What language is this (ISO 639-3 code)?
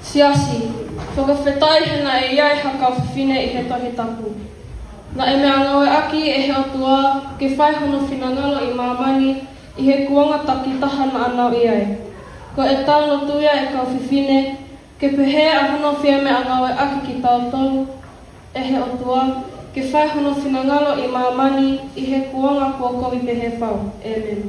ton